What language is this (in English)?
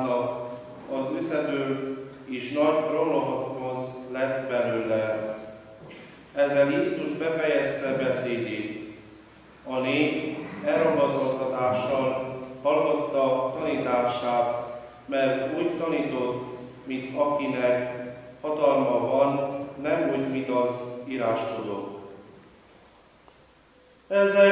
Hungarian